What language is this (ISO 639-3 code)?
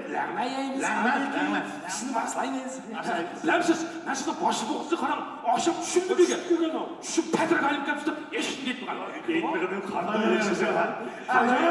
uig